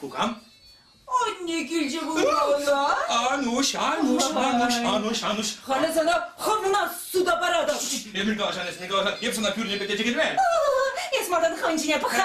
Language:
Chuvash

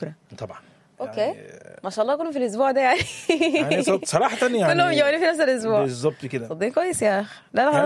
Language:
Sudanese Arabic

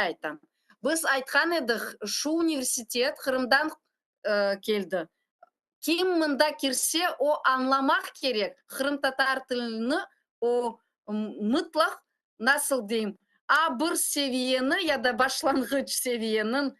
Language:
Crimean Tatar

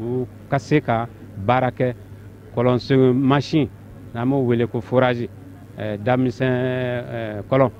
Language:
Bambara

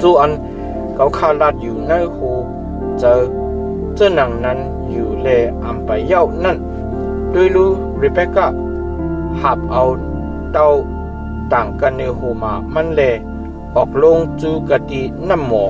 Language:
Shan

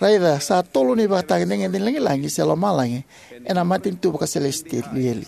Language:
Fijian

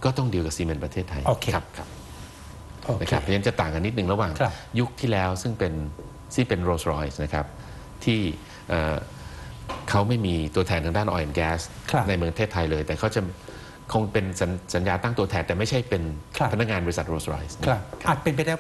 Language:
Thai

